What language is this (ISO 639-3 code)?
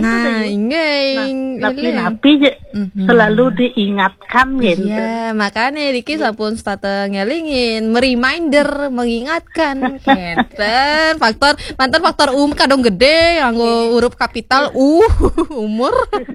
ban